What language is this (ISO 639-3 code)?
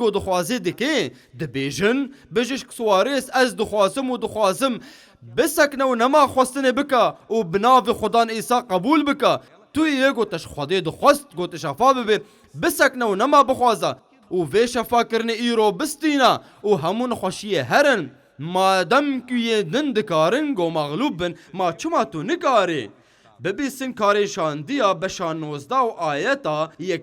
kur